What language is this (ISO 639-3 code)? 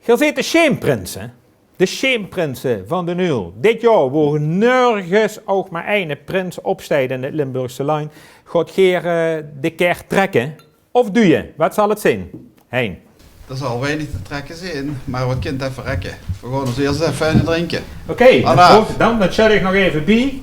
lim